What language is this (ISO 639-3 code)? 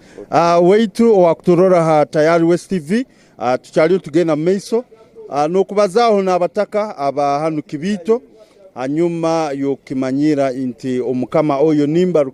ttj